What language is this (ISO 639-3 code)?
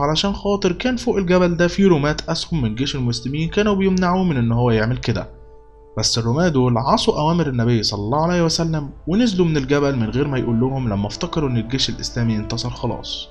arz